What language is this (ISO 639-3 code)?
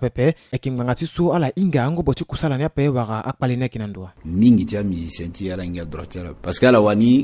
sag